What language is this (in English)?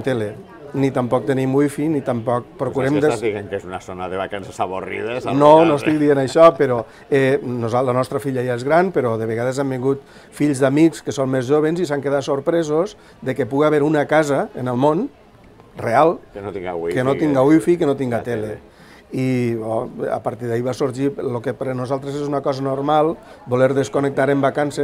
Catalan